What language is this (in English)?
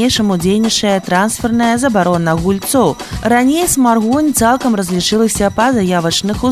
Belarusian